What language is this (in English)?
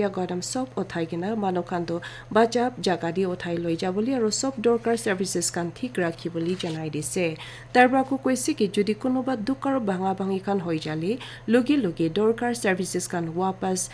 Naga Pidgin